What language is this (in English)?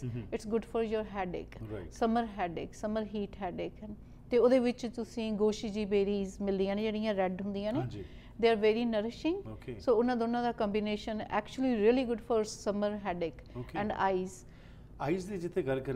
Punjabi